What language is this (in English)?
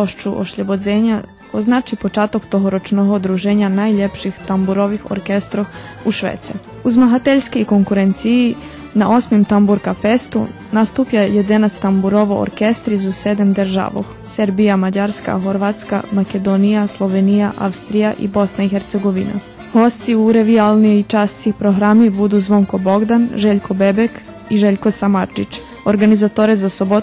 Rusyn